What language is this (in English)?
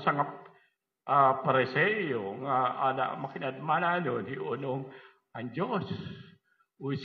Waray